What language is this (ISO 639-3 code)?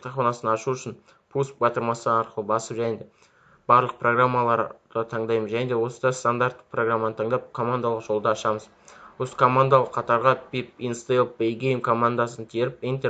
kaz